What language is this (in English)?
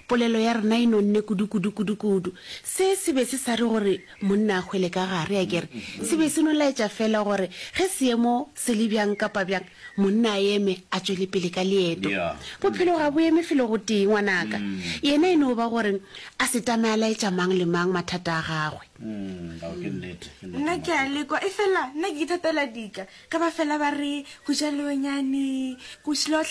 Northern Sotho